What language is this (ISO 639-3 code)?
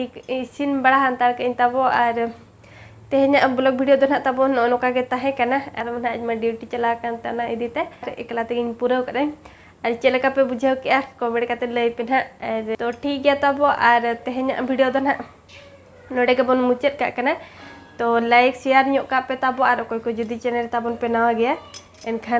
sat